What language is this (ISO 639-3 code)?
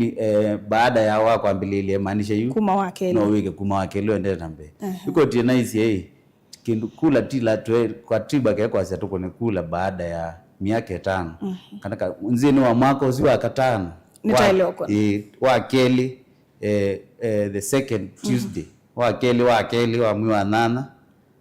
kam